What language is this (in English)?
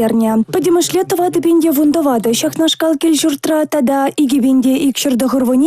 Chuvash